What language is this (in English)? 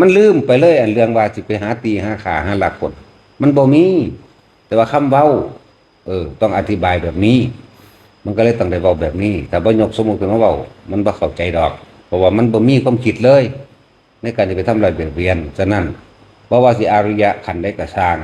Northeastern Thai